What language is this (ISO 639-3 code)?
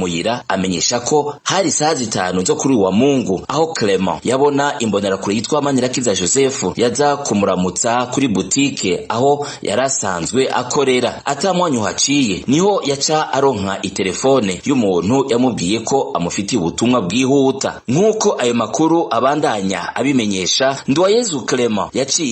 run